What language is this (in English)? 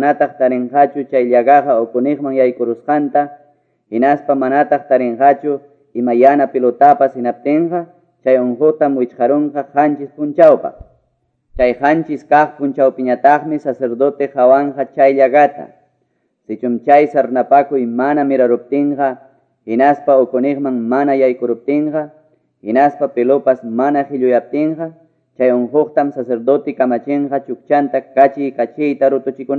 Quechua